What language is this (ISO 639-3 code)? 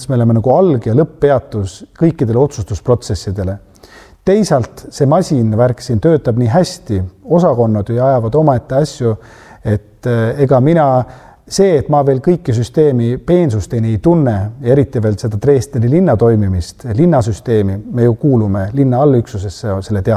est